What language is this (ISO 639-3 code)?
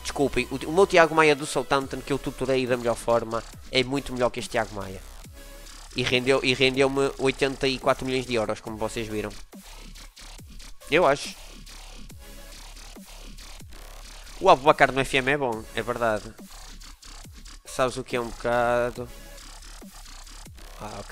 por